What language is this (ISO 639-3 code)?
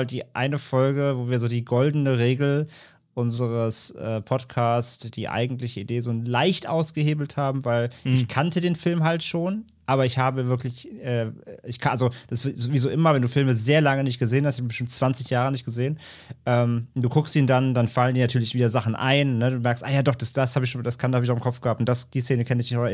deu